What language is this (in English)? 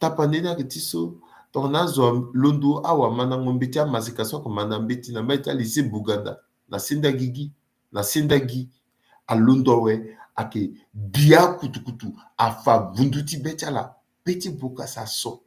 Sango